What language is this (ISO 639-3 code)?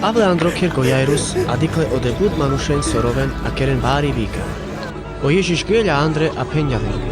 rmc